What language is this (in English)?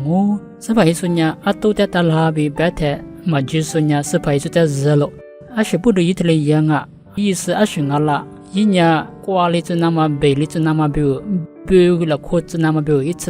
Lisu